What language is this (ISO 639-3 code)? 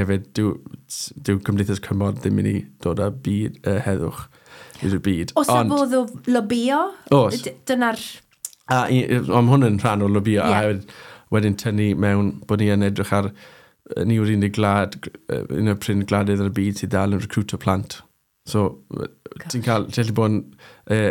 cym